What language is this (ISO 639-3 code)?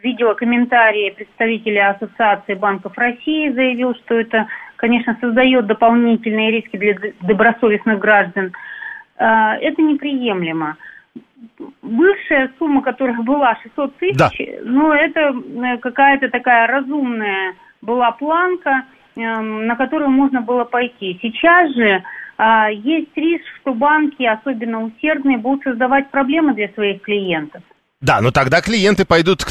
rus